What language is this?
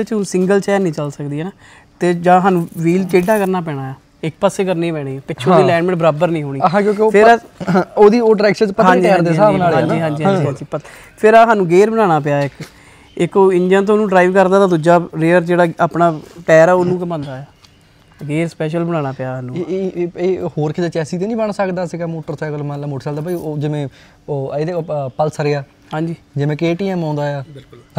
Punjabi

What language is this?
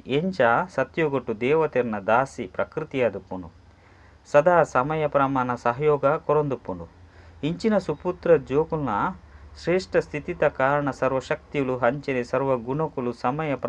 Tulu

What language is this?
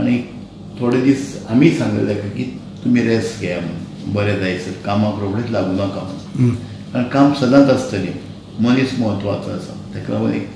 Konkani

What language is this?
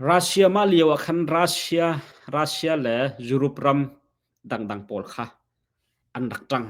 Hakha Chin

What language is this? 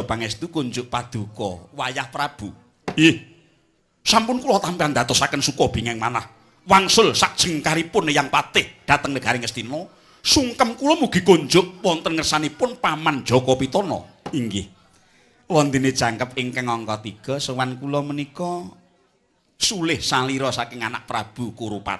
Javanese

